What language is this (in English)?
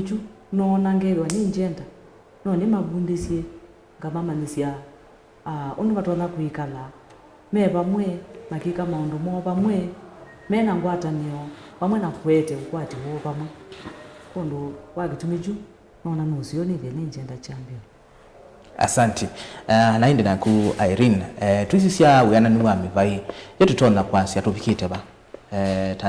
Kamba